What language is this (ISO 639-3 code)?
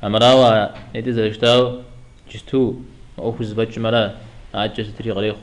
kbd